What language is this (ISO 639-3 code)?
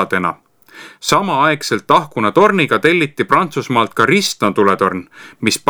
est